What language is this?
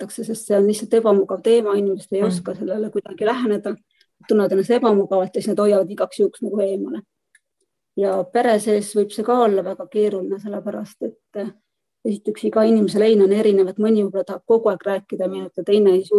Estonian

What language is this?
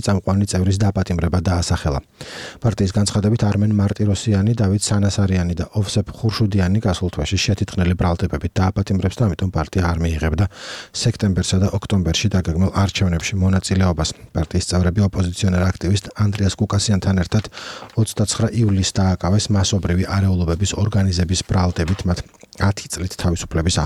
Georgian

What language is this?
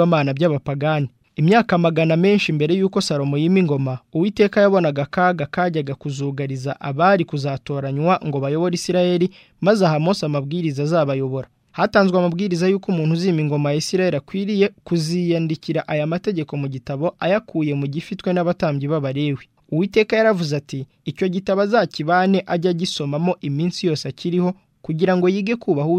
Kinyarwanda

